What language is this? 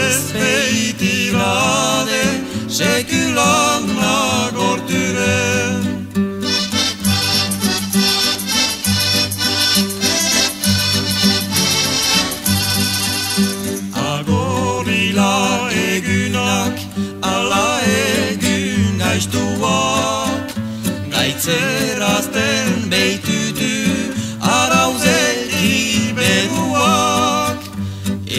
Basque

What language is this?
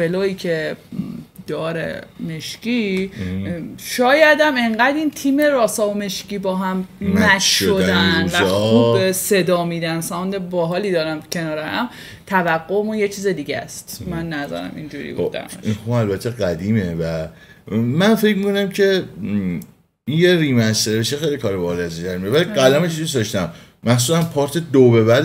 Persian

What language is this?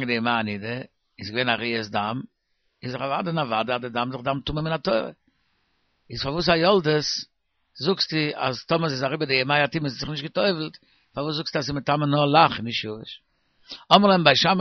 Yiddish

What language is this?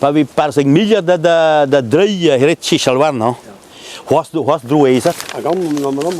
Breton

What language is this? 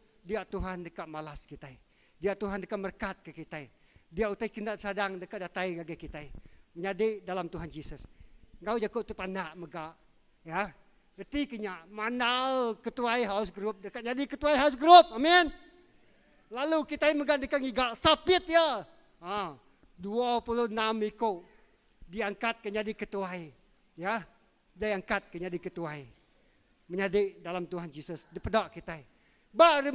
Iban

